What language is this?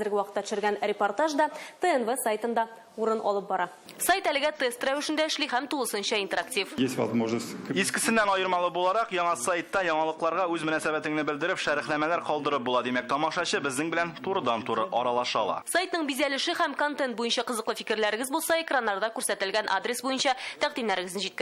Tatar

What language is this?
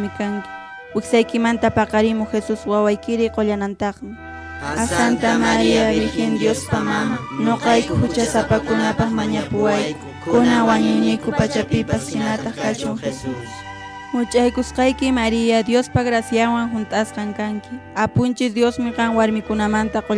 Quechua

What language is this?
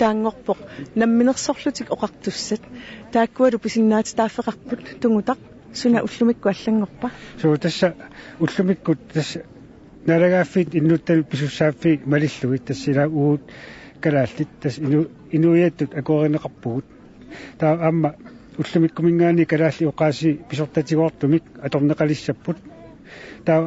Kalaallisut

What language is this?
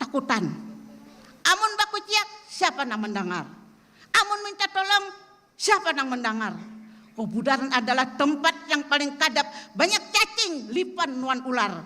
Banjar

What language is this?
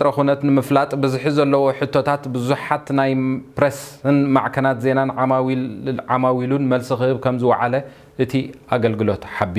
Tigrinya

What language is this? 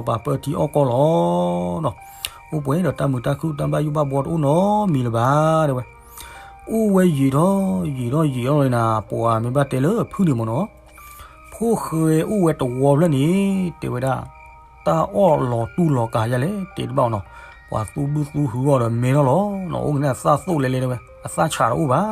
S'gaw Karen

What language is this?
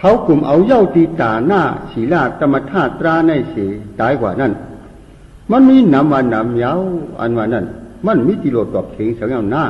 Shan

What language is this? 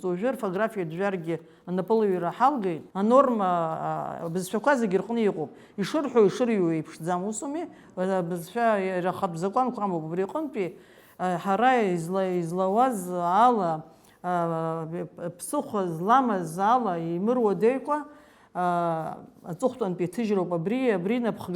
Abkhazian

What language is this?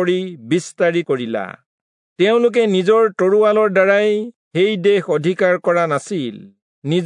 Assamese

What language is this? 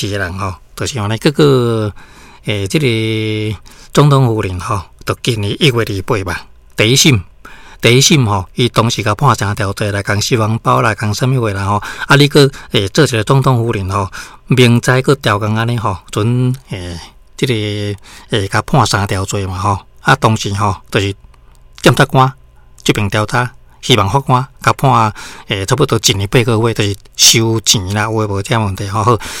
Min Nan Chinese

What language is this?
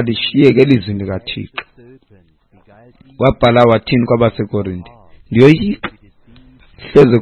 Xhosa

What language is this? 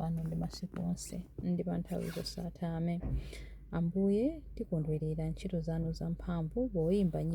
Nyanja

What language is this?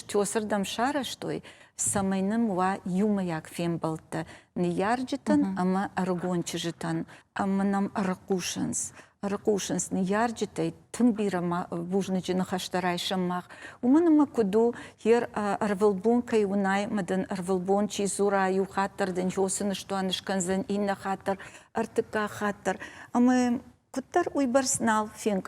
Ossetic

